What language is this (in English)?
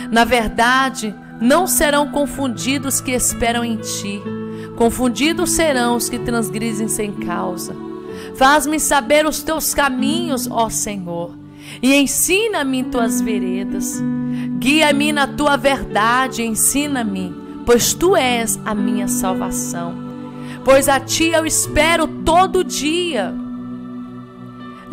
Portuguese